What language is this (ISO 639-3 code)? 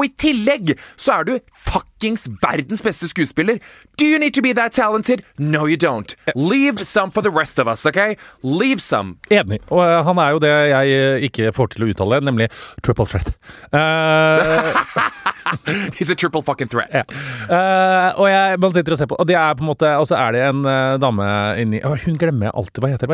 nor